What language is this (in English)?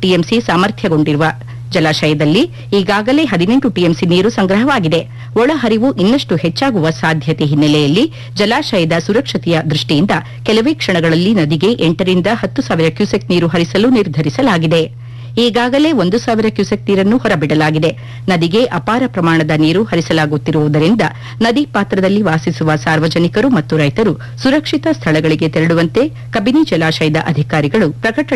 Kannada